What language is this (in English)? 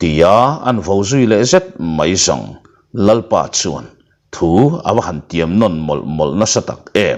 Mizo